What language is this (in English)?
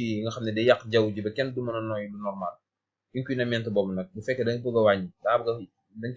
Wolof